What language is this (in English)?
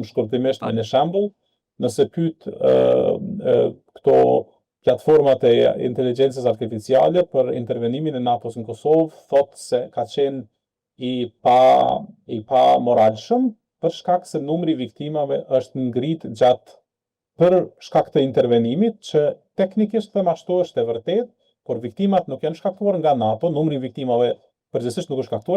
Albanian